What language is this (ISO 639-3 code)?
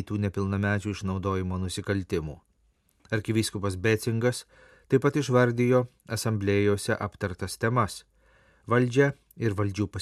lit